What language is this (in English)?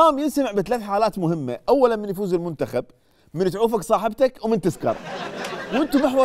Mesopotamian Arabic